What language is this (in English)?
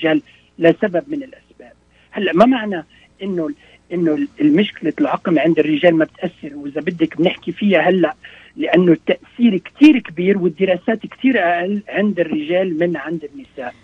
North Levantine Arabic